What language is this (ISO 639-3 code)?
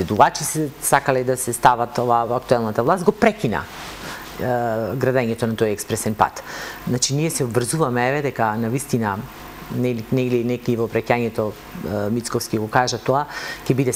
mkd